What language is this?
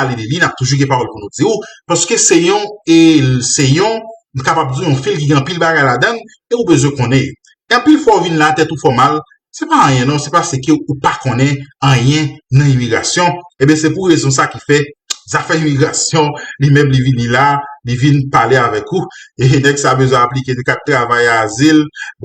Haitian Creole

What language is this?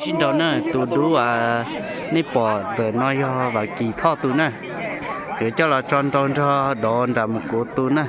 Hmong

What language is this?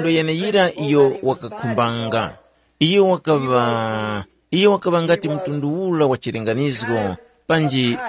Tumbuka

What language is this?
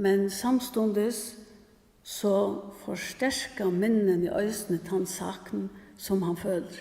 Faroese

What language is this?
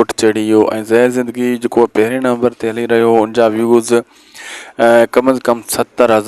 Sindhi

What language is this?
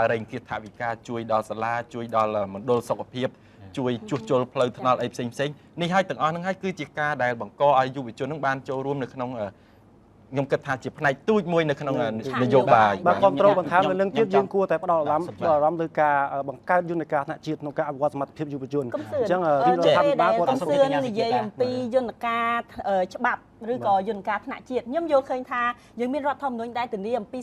Khmer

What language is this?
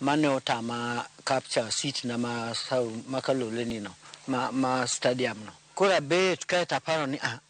Luo (Kenya and Tanzania)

